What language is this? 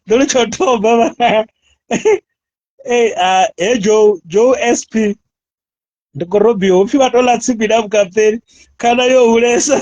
Venda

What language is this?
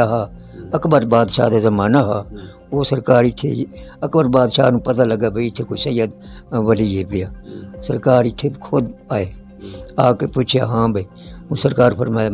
Saraiki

